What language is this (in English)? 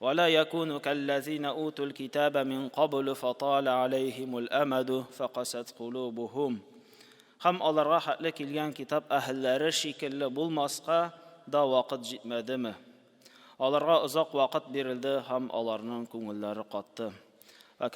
Tatar